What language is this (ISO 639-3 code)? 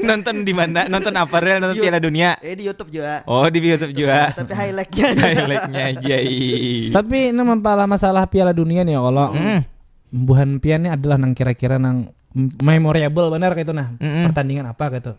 bjn